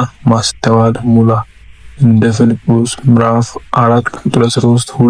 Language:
Amharic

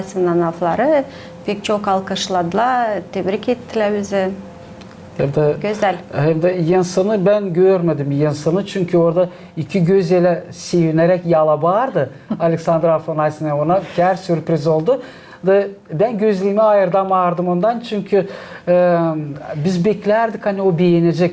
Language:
Gagauz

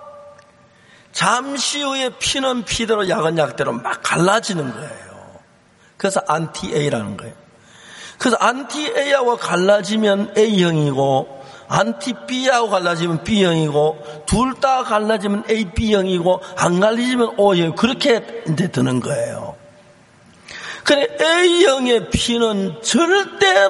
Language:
Korean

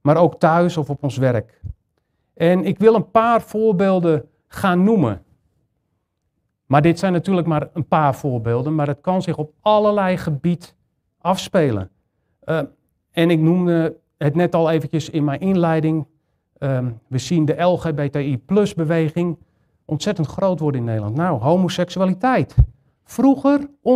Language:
Dutch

